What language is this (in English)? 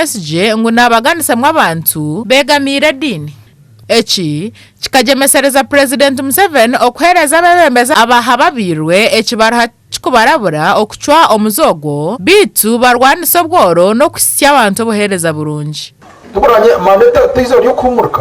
Nyankole